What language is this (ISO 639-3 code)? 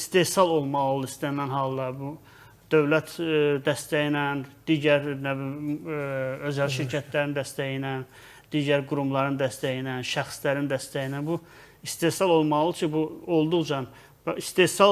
aze